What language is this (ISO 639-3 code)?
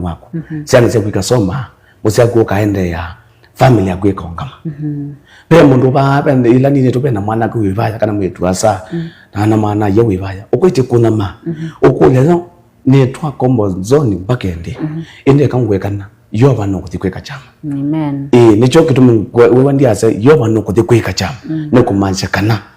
kam